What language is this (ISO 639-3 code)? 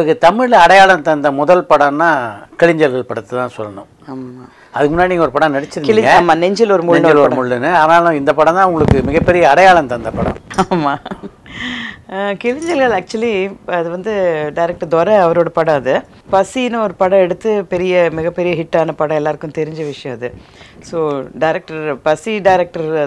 tam